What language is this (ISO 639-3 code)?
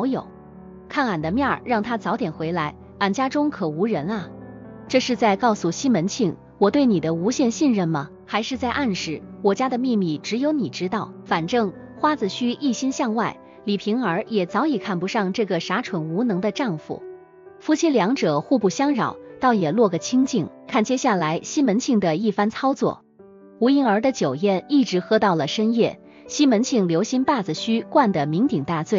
zho